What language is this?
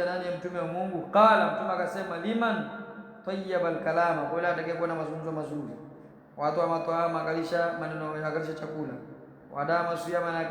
Swahili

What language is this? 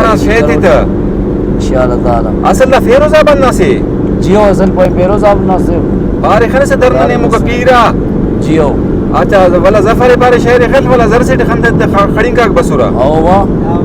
Brahui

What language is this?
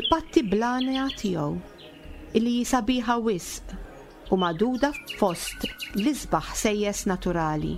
Maltese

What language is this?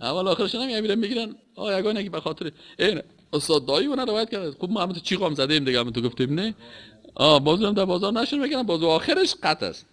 Persian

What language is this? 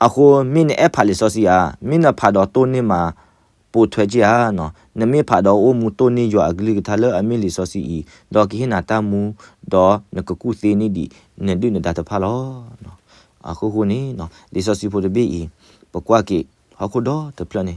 S'gaw Karen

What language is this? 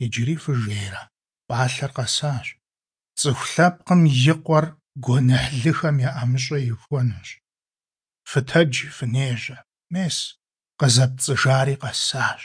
Kabardian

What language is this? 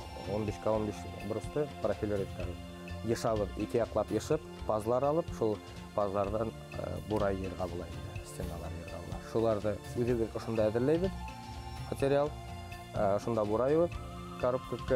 Bashkir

